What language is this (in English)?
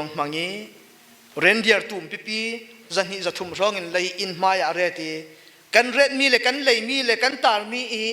Falam Chin